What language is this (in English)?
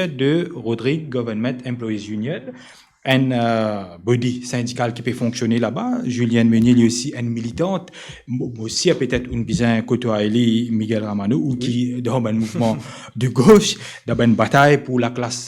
Morisyen